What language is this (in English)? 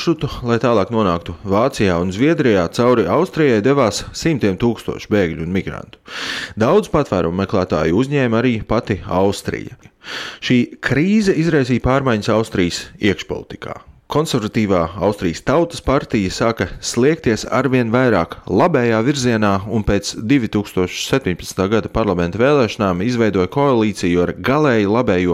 Latvian